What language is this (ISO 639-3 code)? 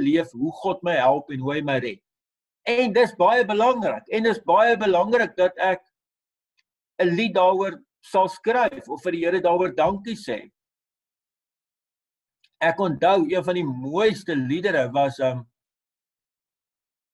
afr